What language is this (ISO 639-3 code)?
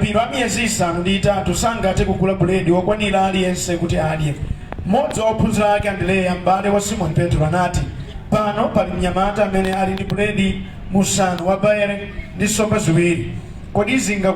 nya